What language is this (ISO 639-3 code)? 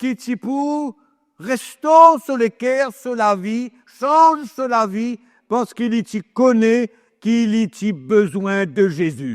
mfe